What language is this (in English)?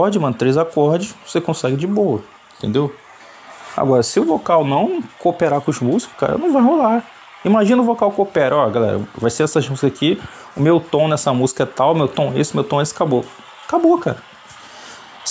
Portuguese